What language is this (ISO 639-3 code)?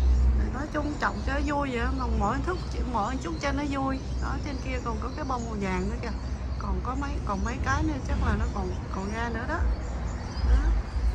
vie